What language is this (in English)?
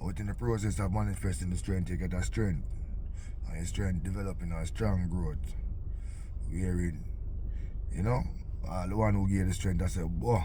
Jamaican Creole English